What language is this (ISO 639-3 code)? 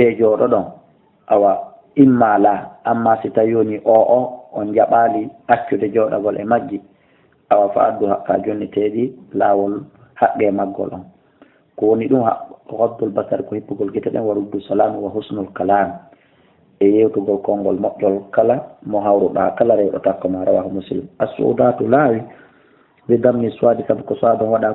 ful